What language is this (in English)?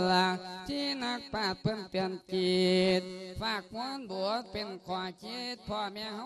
Lao